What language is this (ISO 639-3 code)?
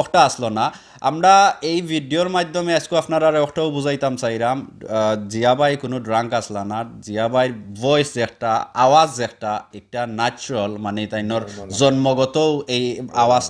syl